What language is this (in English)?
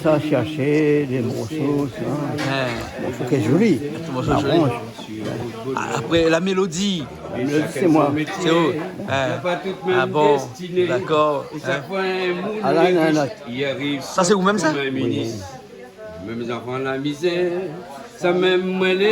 Réunion Creole French